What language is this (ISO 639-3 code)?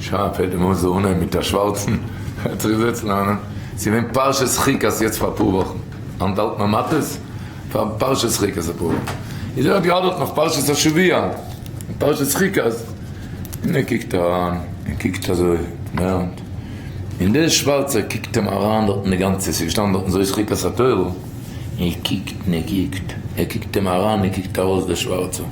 yid